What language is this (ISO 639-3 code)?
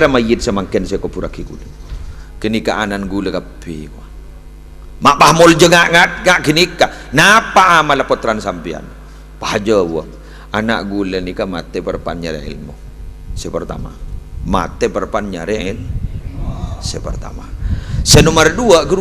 mad